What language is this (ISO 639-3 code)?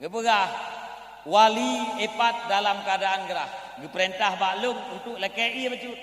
ace